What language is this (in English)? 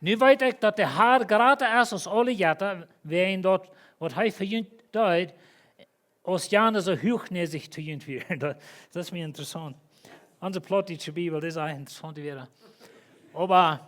Plautdietsch